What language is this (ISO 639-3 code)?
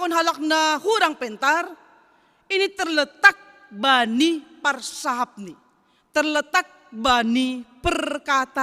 bts